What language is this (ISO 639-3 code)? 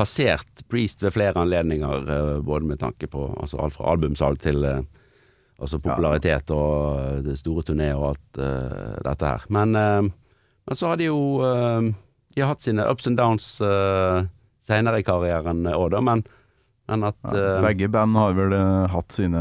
nor